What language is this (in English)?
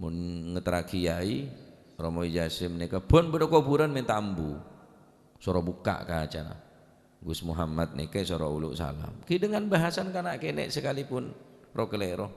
Madurese